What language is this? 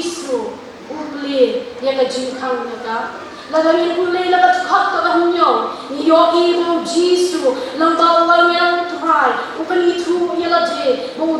Khasi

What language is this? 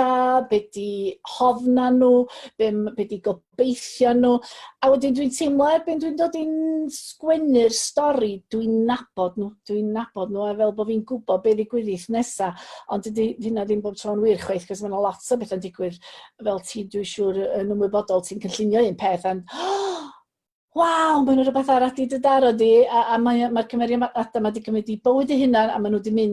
Welsh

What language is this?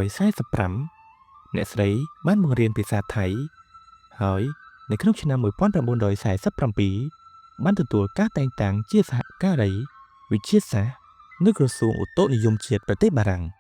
Khmer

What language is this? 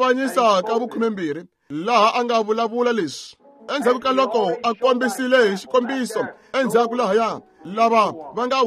Tsonga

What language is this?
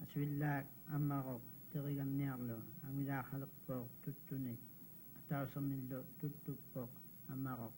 Kalaallisut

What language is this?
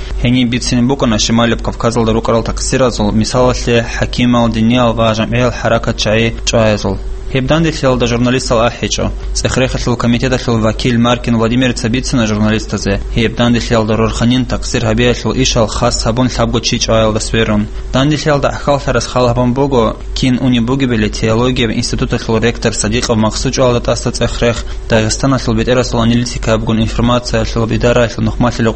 Avaric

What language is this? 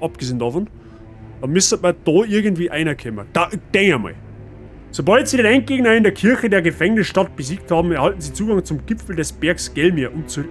Bavarian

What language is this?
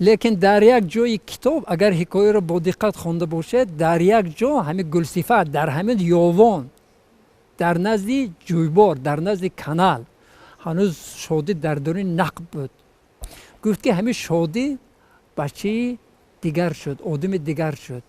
Tajik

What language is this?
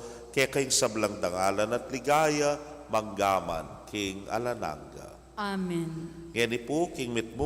Pampanga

